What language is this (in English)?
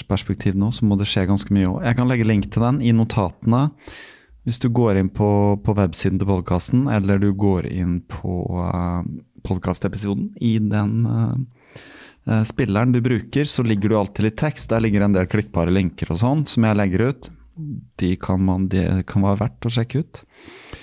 Norwegian